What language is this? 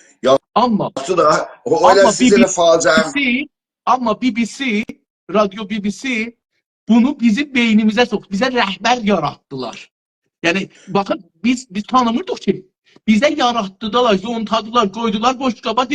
South Azerbaijani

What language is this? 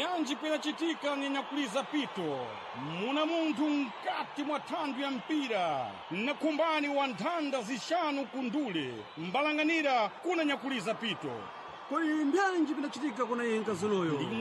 Sena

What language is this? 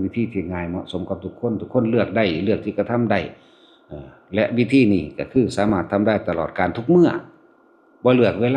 Northeastern Thai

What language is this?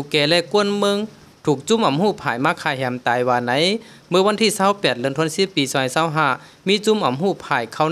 Shan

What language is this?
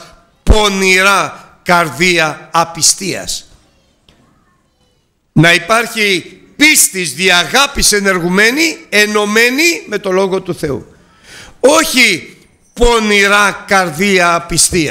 Greek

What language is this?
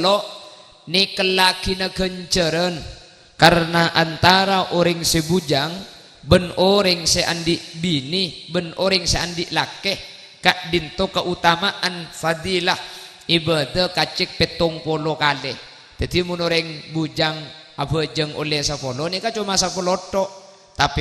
Madurese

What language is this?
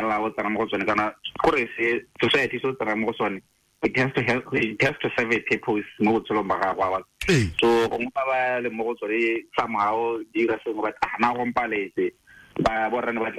Tswana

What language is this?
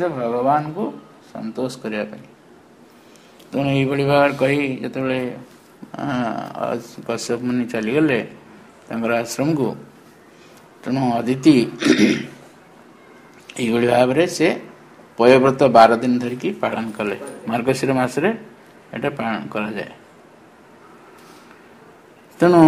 Odia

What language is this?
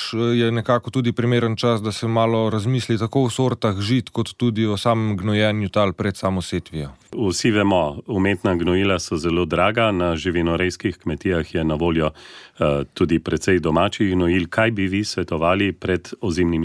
Slovenian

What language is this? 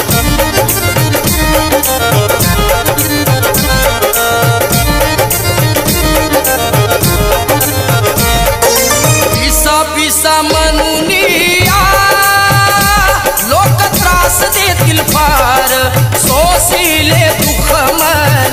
Marathi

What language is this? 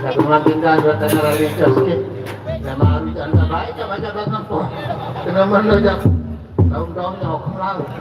Sasak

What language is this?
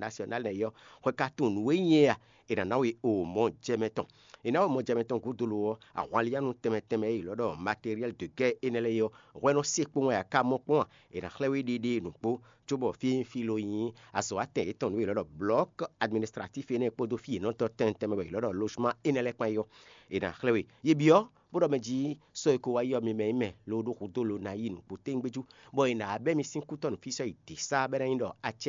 Fon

